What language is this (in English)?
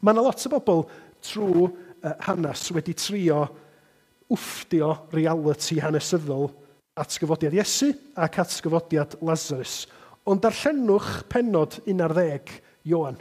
Welsh